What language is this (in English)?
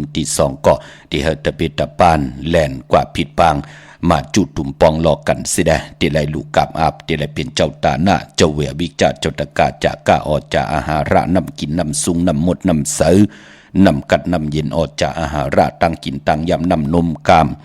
Shan